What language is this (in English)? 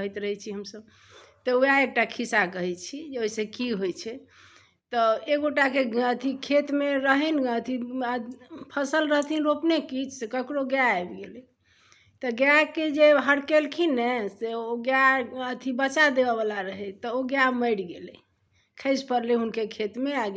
Maithili